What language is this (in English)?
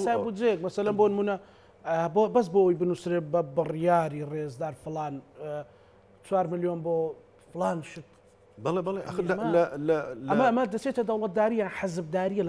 Central Kurdish